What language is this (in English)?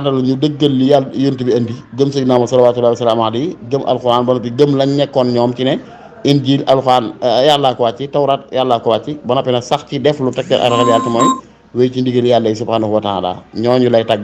Wolof